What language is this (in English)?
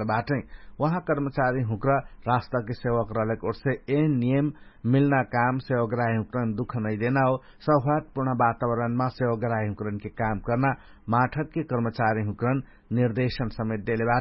Dangaura Tharu